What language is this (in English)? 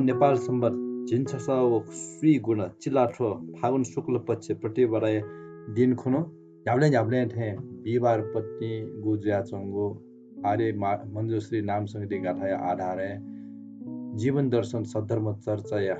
Newari